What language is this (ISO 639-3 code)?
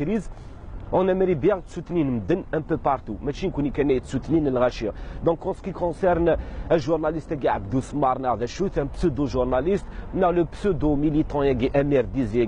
kab